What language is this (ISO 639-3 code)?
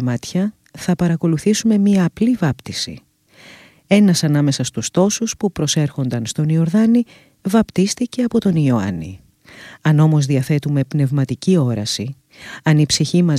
ell